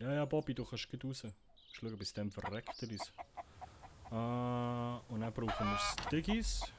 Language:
Swiss German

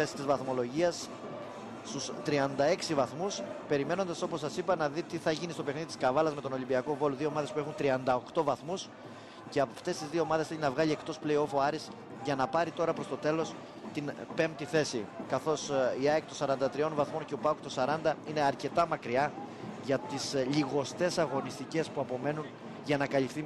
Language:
Greek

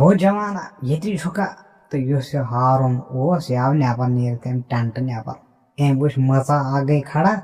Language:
Kashmiri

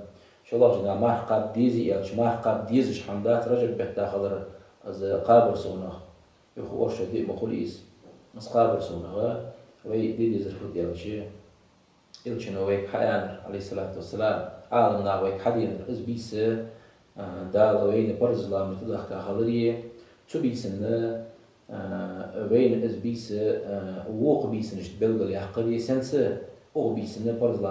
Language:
Ingush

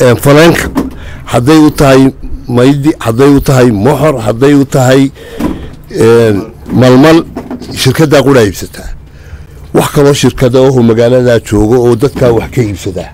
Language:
Somali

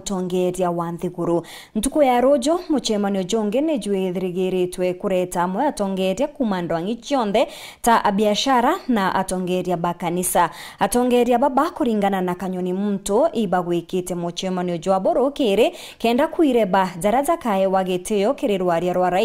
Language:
Meru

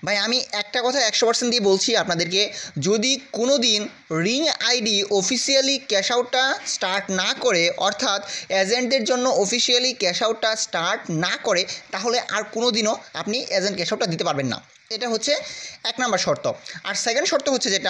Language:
Bangla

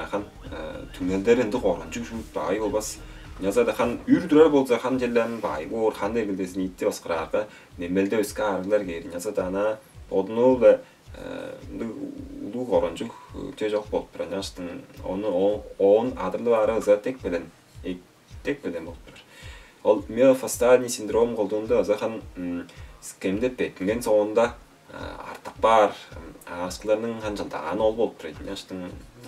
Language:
Tuvinian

